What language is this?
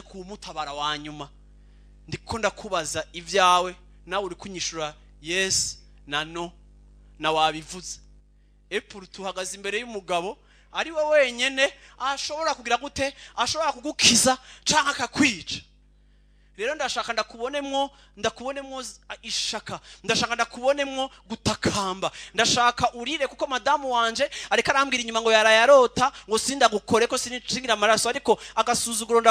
Rundi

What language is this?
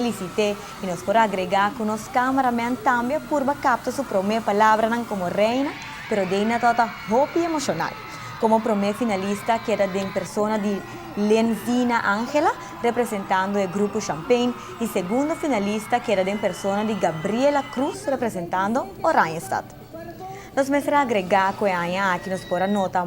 Papiamento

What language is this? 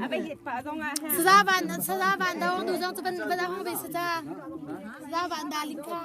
Hakha Chin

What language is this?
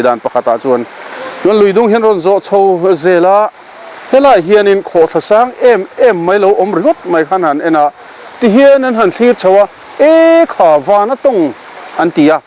Mizo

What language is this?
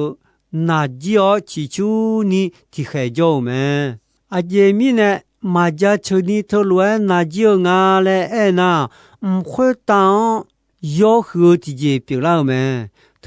Akha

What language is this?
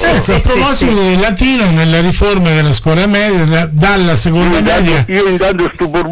Italian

